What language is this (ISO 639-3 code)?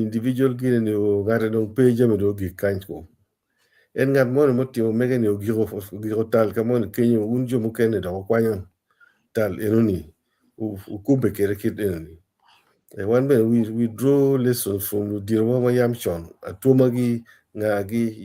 ach